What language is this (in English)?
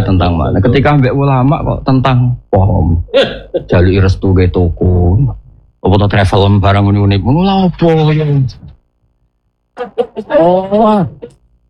Javanese